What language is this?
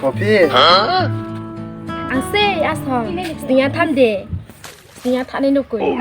Riang (India)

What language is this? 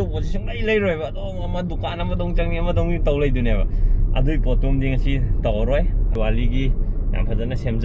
Manipuri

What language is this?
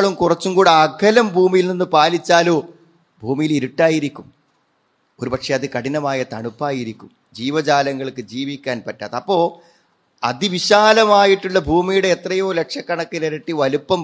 Malayalam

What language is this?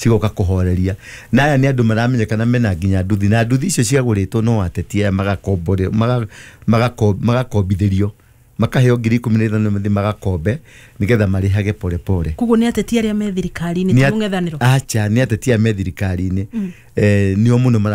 Kikuyu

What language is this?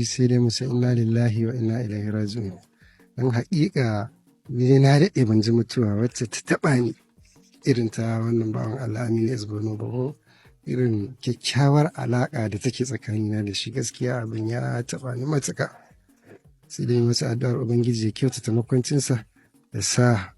Hausa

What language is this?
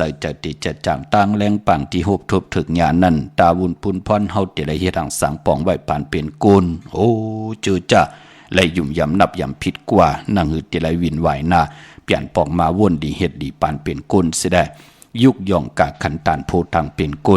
Shan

